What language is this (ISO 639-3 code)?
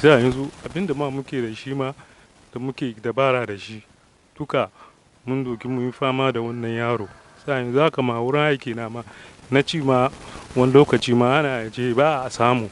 hau